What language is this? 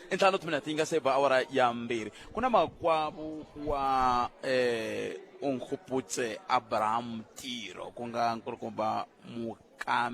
Tsonga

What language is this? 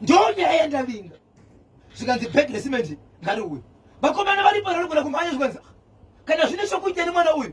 Shona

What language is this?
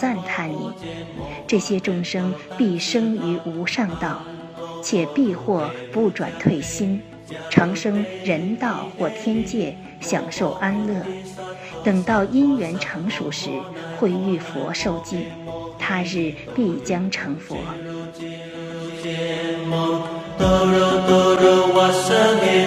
Chinese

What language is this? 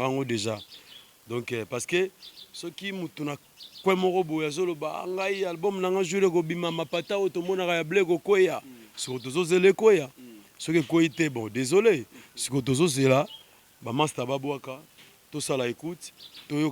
Lingala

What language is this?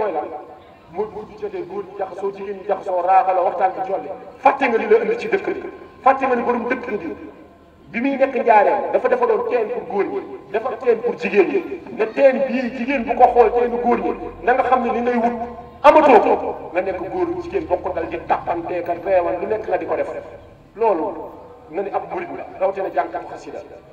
Wolof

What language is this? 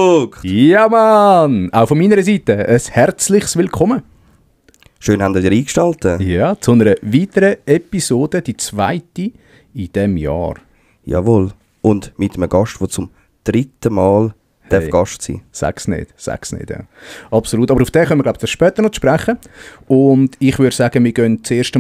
Swiss German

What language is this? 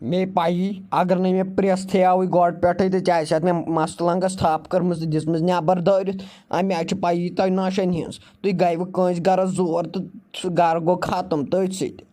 Kashmiri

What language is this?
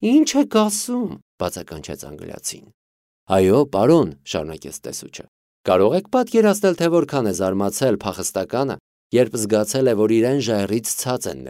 Armenian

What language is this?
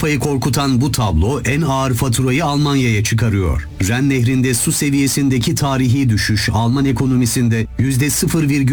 Turkish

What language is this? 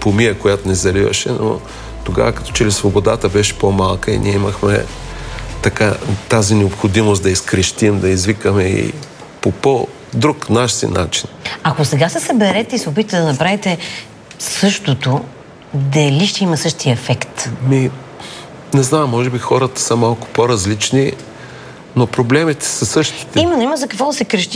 Bulgarian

